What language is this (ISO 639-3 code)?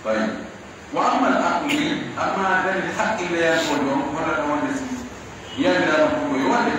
fuf